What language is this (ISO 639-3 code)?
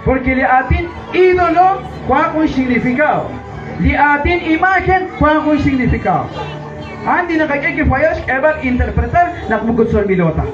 kek